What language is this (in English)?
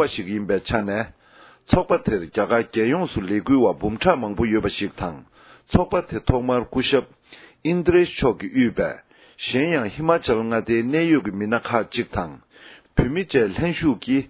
Tibetan